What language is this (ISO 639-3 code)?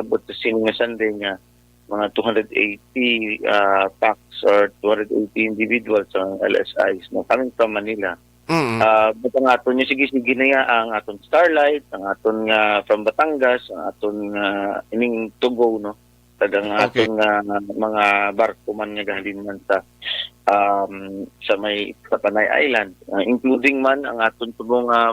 hil